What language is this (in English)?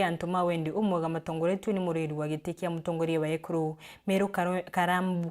Meru